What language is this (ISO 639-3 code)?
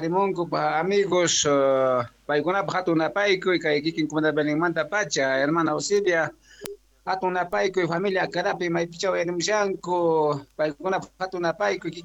que